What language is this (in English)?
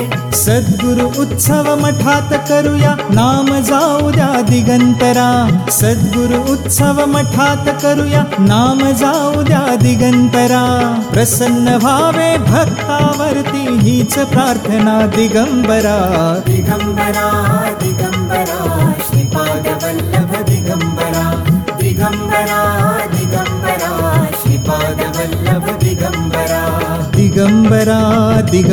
Marathi